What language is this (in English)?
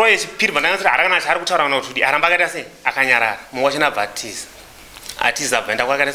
Shona